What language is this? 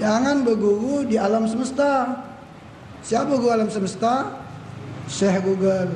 Musi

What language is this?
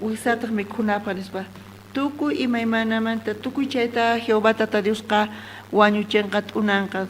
South Bolivian Quechua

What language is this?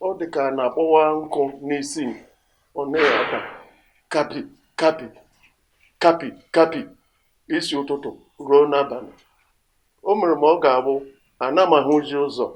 Igbo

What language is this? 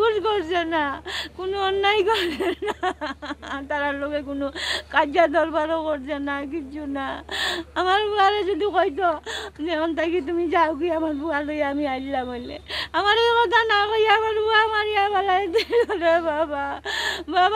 Sylheti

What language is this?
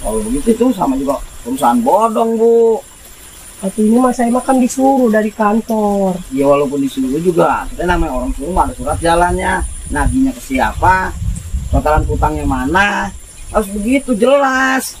Betawi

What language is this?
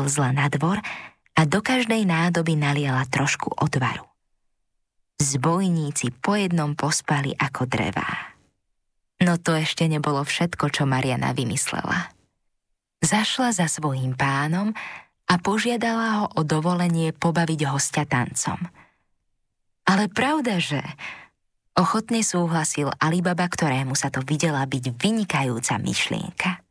Slovak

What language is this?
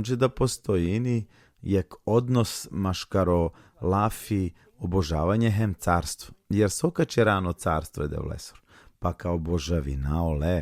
Balkan Romani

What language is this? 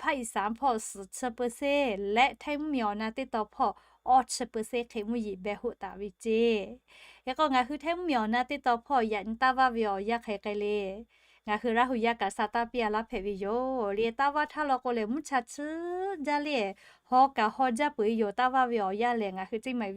Lahu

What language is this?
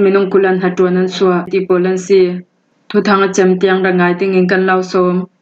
Falam Chin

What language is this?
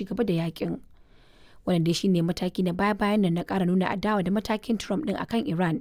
Hausa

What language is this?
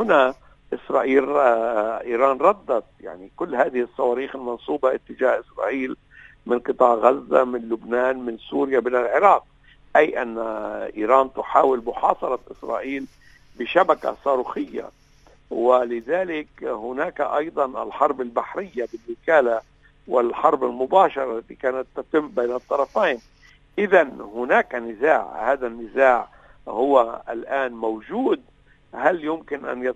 Arabic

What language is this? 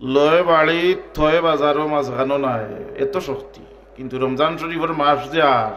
Sylheti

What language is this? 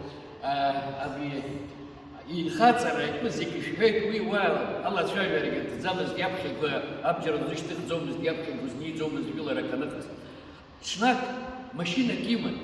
Abkhazian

